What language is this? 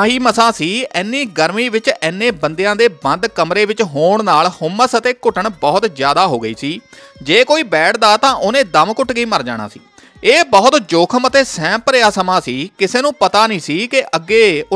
Punjabi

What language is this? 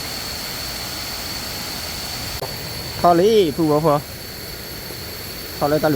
S'gaw Karen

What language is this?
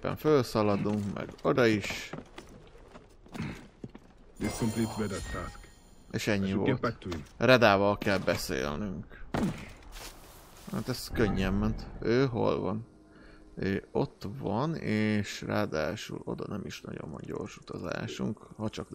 Hungarian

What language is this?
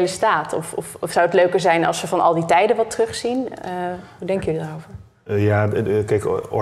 Dutch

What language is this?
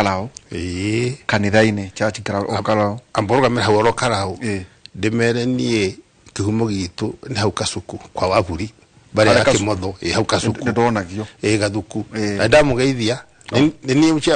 Kikuyu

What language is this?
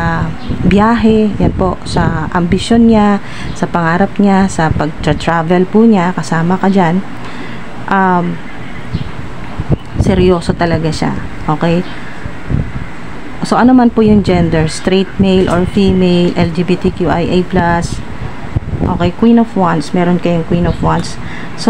Filipino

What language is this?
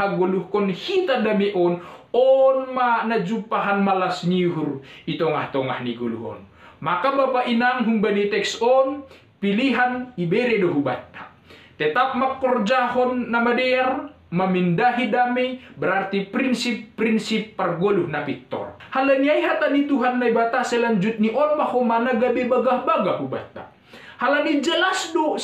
Batak Simalungun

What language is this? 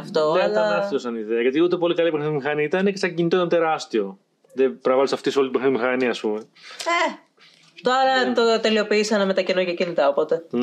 Greek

